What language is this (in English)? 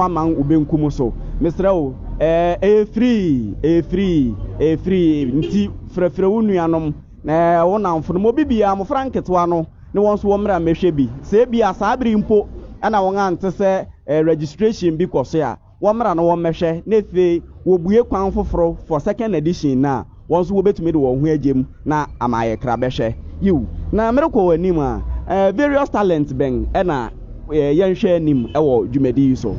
Akan